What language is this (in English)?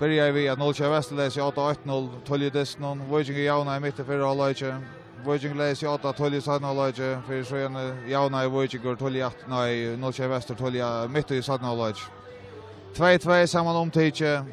Faroese